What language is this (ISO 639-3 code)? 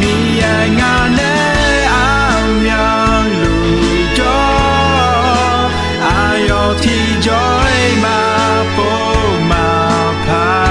ahk